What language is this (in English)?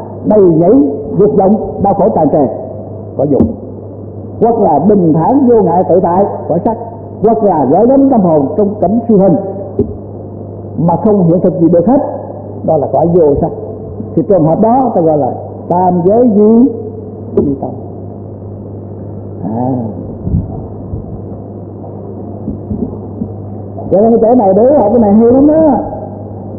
Vietnamese